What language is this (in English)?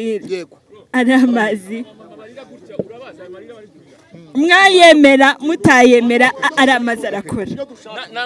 Kinyarwanda